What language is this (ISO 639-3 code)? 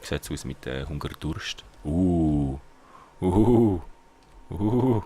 gsw